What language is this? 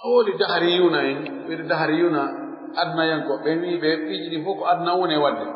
Pular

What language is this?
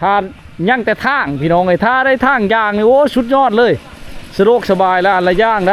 Lao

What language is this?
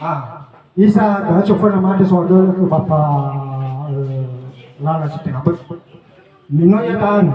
Nias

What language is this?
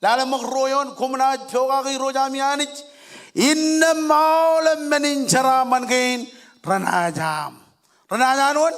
Marshallese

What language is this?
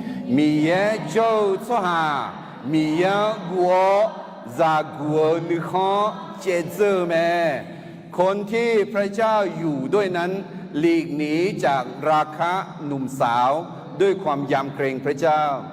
Akha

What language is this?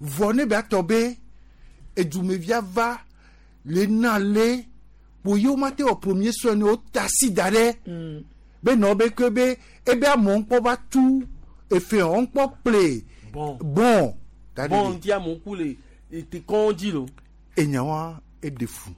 Gen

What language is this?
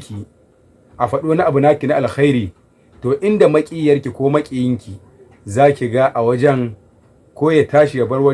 Hausa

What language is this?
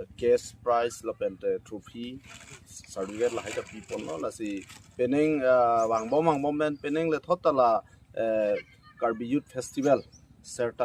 Karbi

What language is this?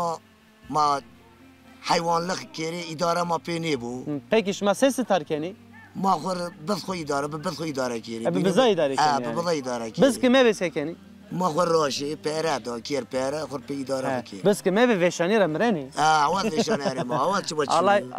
Zaza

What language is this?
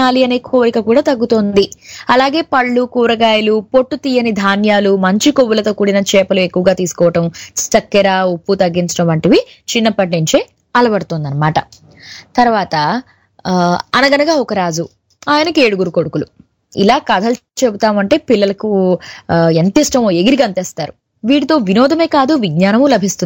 Telugu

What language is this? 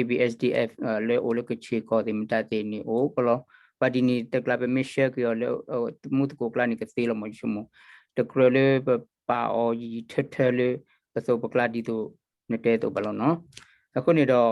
S'gaw Karen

